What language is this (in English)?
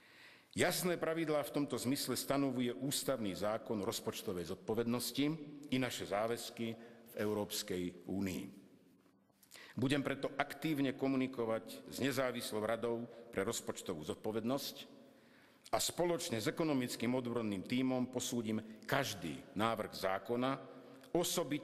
Slovak